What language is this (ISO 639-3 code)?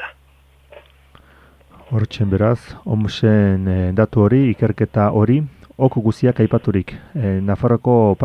eus